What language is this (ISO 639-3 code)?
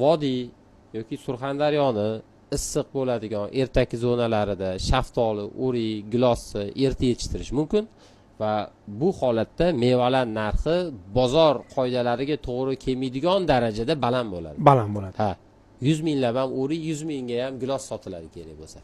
uzb